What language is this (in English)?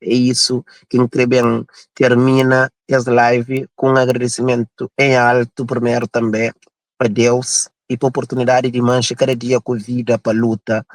Kabuverdianu